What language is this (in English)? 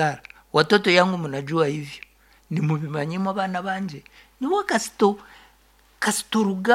Nyankole